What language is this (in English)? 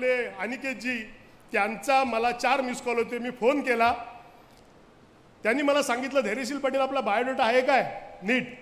Marathi